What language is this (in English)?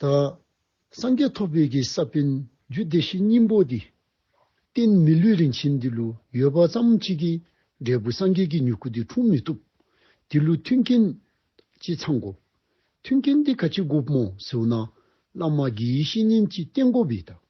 Dzongkha